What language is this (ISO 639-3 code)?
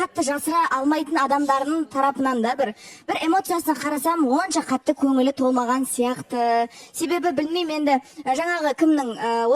kaz